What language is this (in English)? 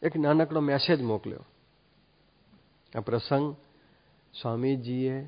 Gujarati